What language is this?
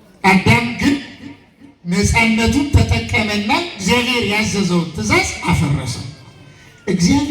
Amharic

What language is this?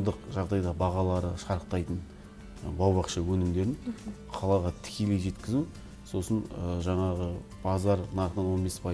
Kazakh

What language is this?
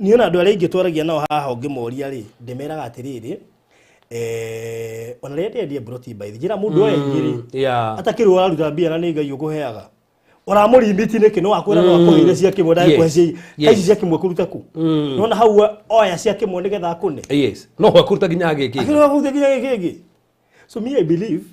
Kikuyu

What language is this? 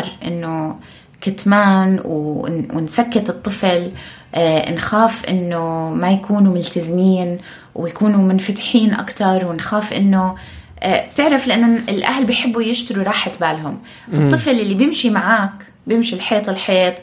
North Levantine Arabic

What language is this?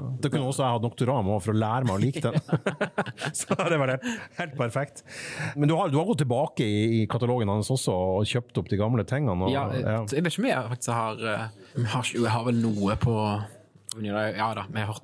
Norwegian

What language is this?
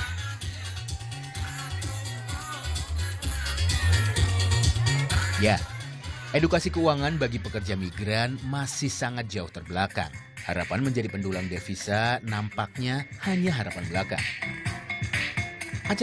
Indonesian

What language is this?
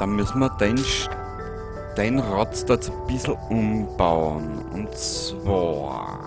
Bavarian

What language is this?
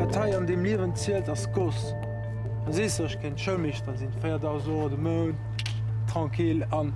Luxembourgish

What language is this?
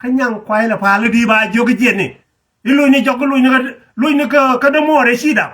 Nuer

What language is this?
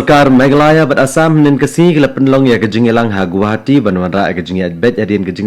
Khasi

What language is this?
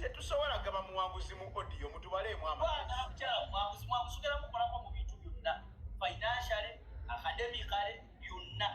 Ganda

